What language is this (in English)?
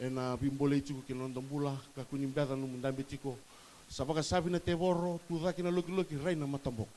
Fijian